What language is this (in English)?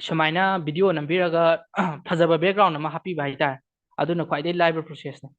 Manipuri